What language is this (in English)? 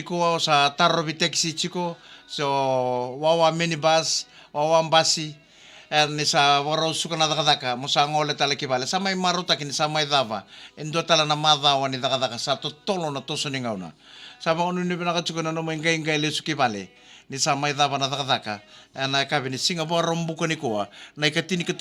Fijian